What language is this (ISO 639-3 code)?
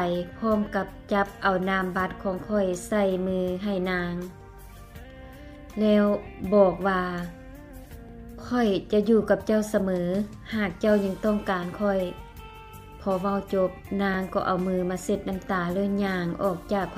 lao